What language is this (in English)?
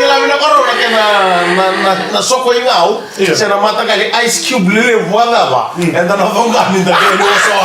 Fijian